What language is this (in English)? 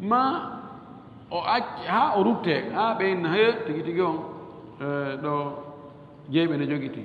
Fula